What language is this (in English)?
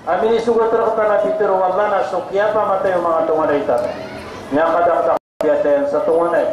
Maranao